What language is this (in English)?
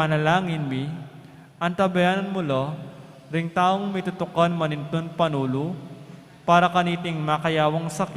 Pampanga